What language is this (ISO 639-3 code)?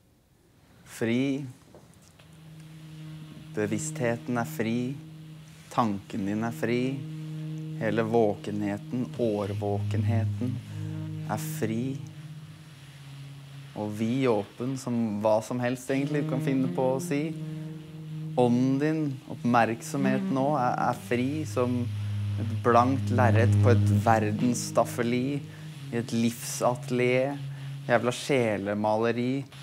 nor